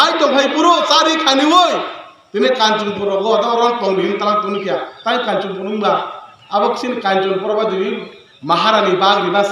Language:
Kok Borok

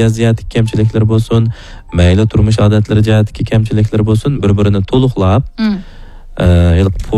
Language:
Uyghur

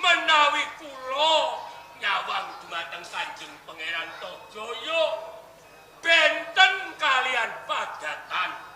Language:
Javanese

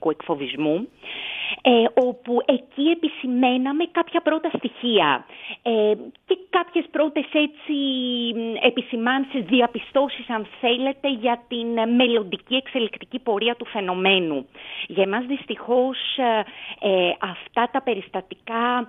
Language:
Greek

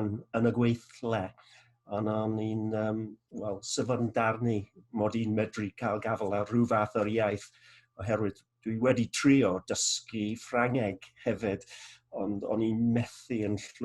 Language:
Welsh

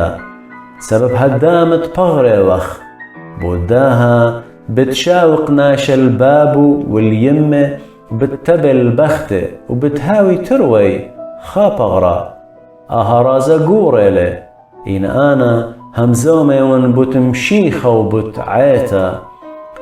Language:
Assyrian Neo-Aramaic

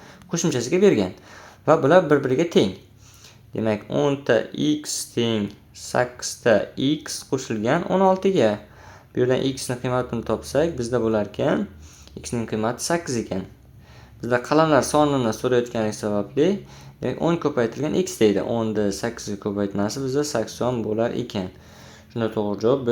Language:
Uzbek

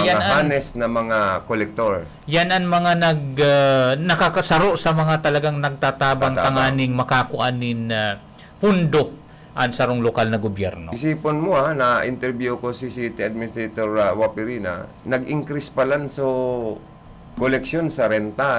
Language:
Bikol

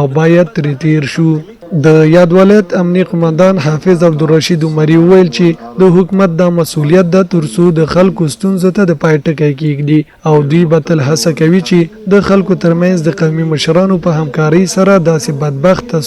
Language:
Pashto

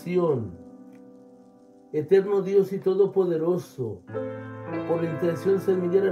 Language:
Spanish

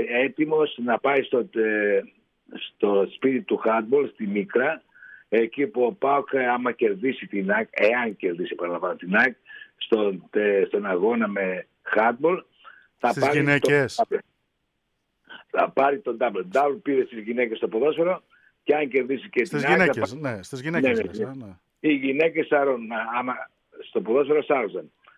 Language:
Greek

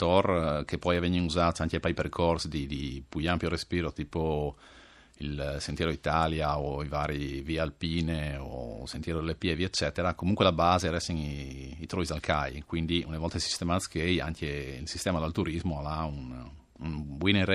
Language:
Friulian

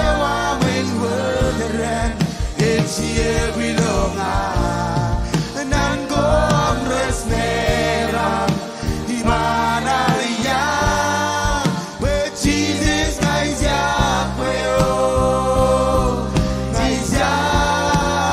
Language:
Marshallese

